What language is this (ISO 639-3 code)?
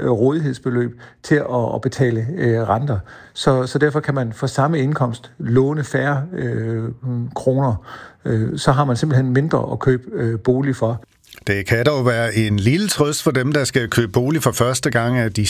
dan